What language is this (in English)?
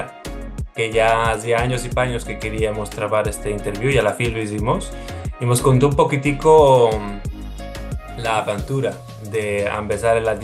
Ladino